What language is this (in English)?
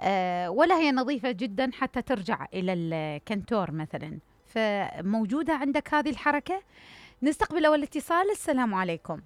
Mesopotamian Arabic